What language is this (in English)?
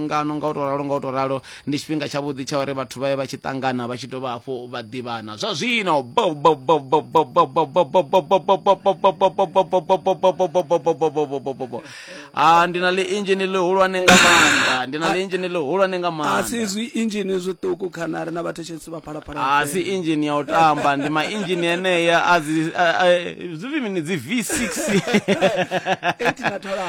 Venda